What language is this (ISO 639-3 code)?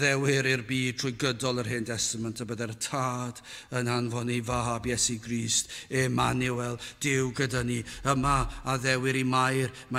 cym